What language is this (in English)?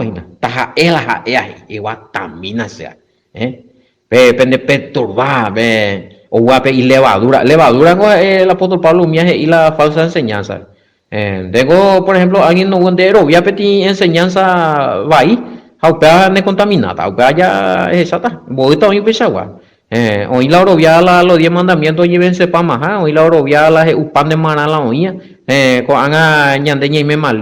Guarani